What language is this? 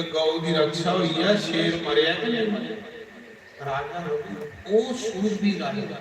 Dogri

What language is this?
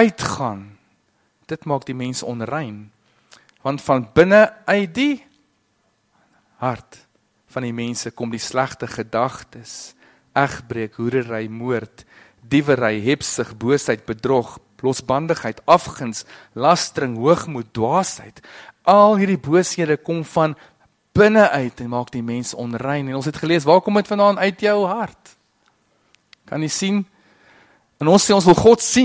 Afrikaans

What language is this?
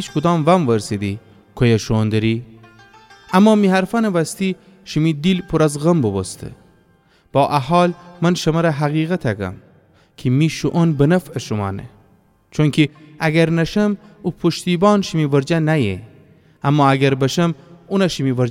Gilaki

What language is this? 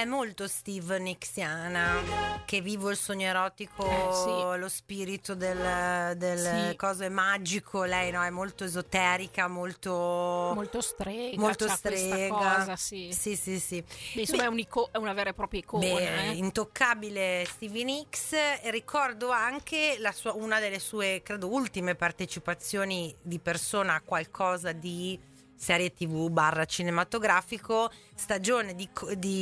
Italian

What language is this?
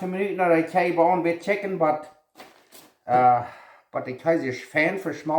Plautdietsch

